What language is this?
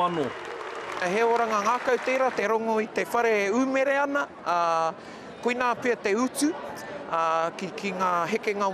Māori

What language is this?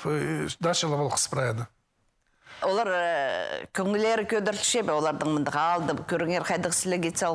Khakas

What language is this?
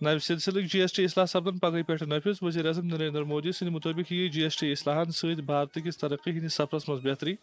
Kashmiri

